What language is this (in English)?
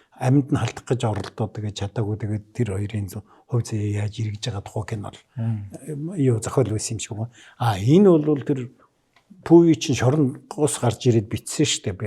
Mongolian